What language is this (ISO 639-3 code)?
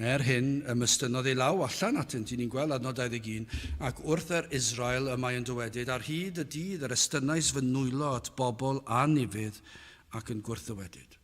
cym